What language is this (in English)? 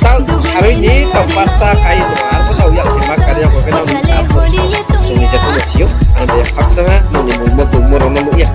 Riang (India)